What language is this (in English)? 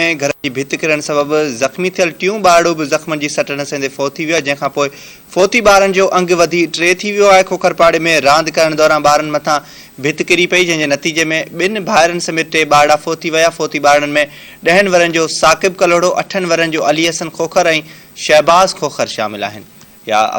Sindhi